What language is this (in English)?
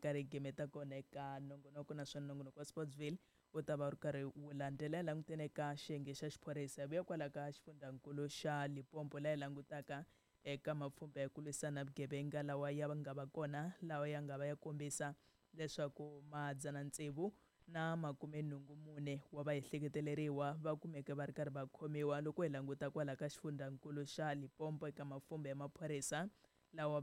Tsonga